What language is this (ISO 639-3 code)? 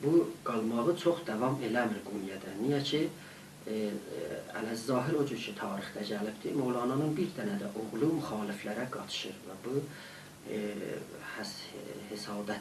azb